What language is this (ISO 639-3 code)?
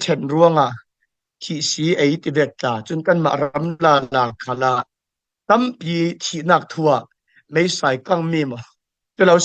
cfm